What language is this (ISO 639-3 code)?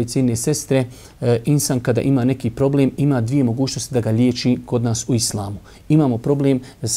bos